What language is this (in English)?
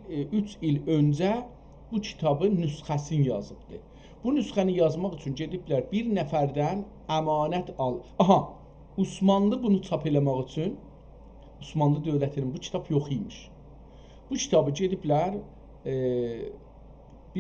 South Azerbaijani